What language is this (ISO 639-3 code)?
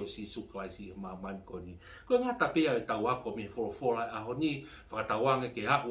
ton